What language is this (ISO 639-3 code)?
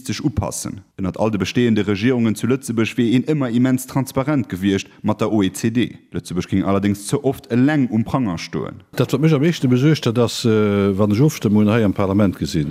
ltz